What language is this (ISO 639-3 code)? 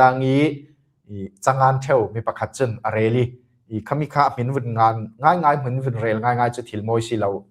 cfm